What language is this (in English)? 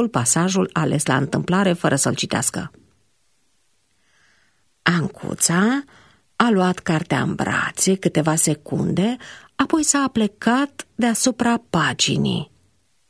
Romanian